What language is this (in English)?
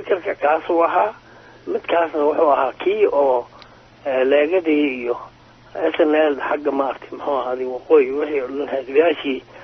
Somali